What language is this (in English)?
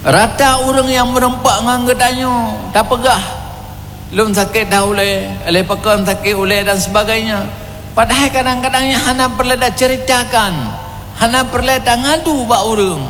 Achinese